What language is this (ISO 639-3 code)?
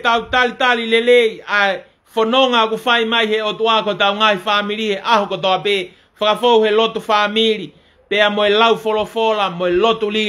ton